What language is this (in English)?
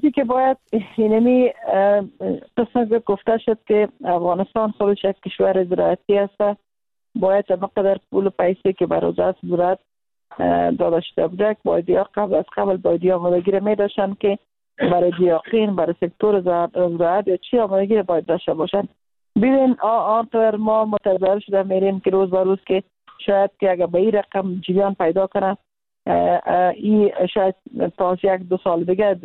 Persian